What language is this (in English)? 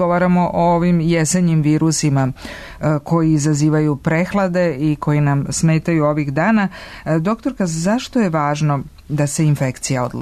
Serbian